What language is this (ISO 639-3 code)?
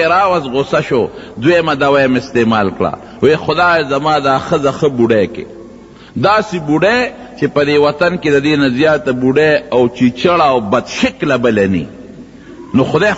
pus